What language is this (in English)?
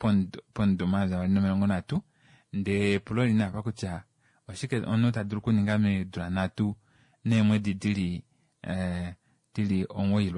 Kuanyama